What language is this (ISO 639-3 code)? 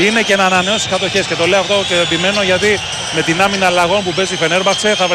ell